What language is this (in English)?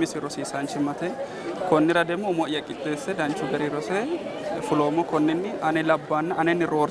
Sidamo